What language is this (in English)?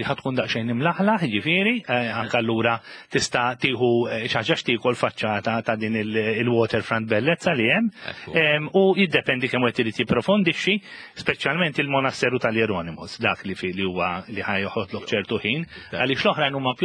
Maltese